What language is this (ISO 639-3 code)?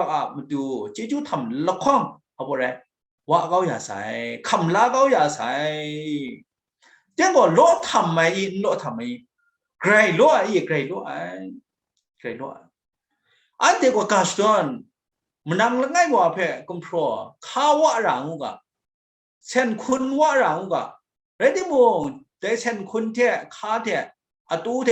kac